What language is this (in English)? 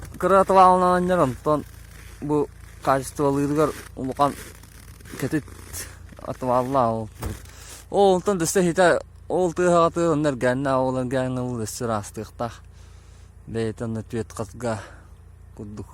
Yakut